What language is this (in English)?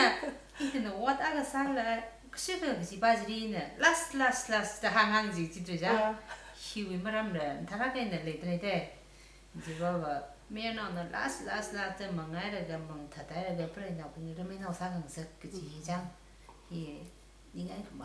Tangkhul Naga (India)